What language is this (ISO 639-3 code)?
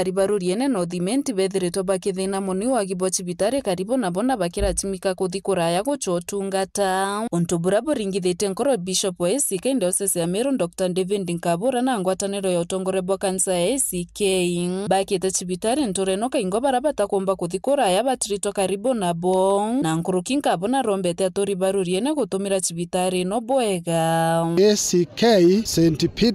mer